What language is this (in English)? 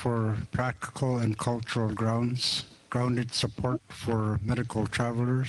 English